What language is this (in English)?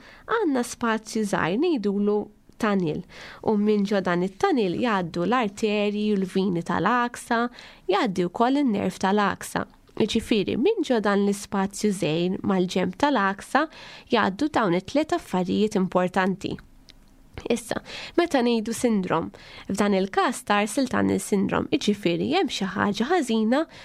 Maltese